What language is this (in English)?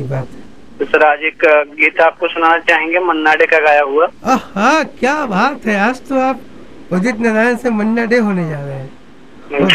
Hindi